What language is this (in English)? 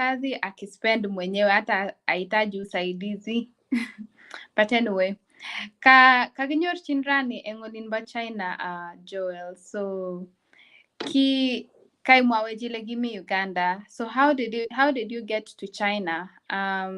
Kalenjin